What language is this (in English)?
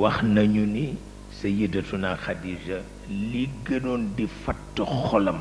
Wolof